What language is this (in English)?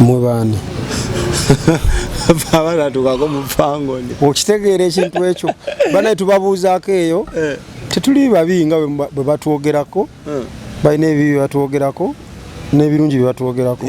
Ganda